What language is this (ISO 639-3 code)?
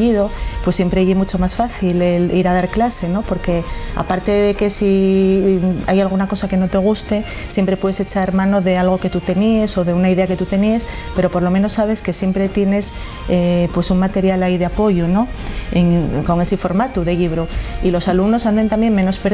ast